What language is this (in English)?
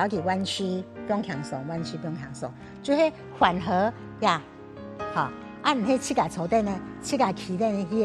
Hakka Chinese